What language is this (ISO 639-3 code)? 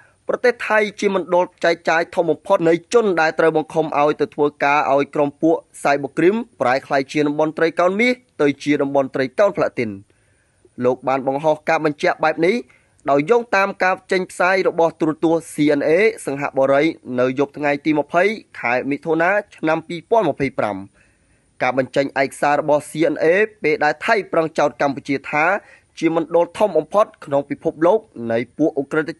khm